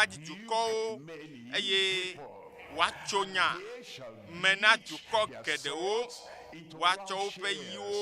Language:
Ewe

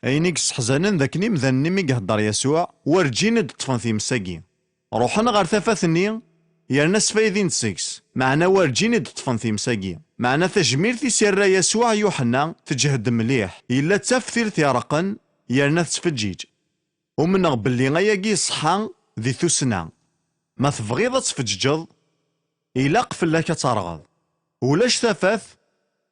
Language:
Kabyle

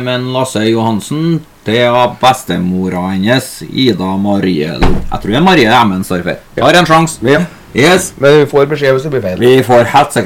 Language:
Norwegian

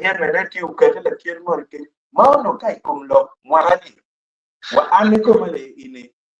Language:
Acoli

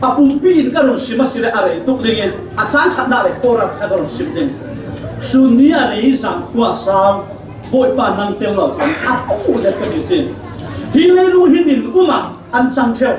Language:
Falam Chin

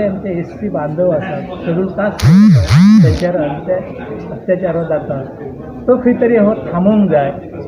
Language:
Konkani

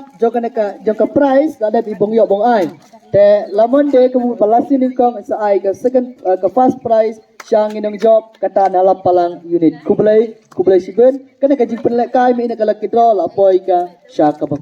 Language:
Khasi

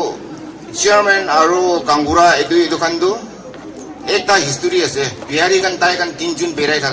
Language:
Naga Pidgin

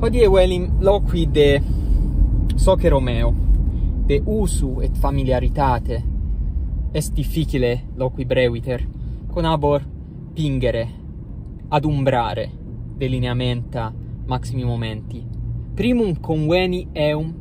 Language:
Latin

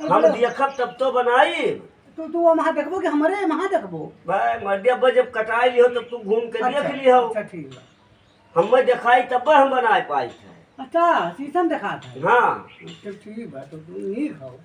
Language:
Awadhi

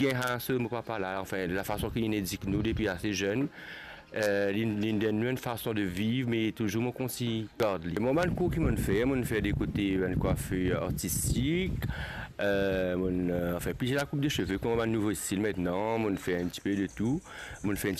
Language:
Morisyen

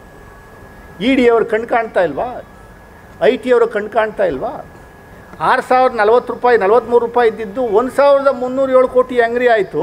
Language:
Kannada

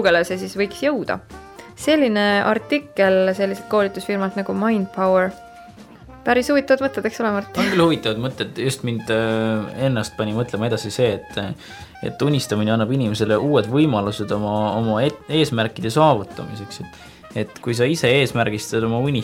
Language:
Estonian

